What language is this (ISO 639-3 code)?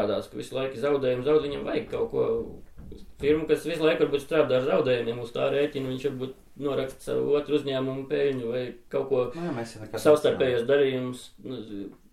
lav